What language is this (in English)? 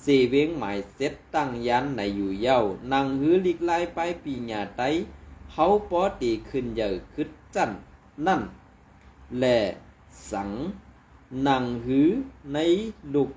Shan